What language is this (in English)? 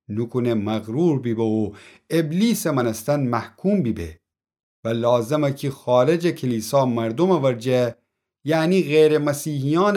Gilaki